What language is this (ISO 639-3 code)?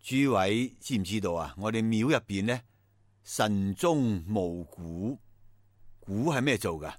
yue